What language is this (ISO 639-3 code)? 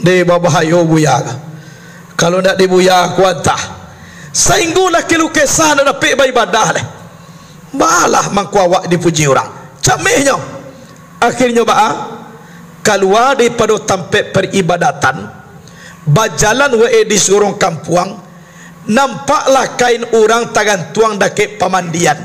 min